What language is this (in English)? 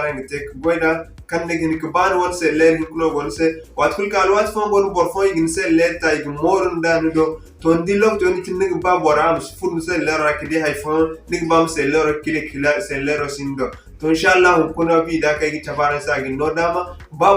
Zarma